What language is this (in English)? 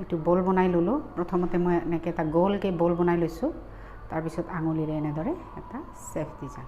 Assamese